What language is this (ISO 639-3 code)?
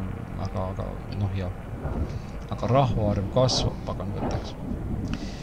est